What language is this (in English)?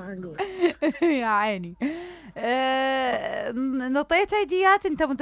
Mesopotamian Arabic